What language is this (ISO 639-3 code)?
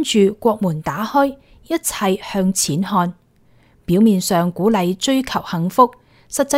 yue